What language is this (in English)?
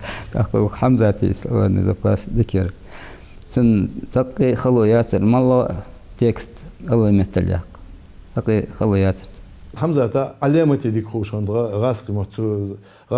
Ingush